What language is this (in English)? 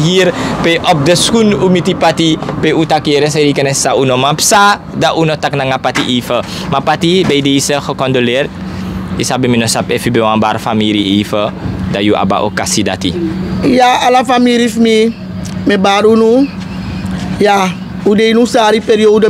Sranan Tongo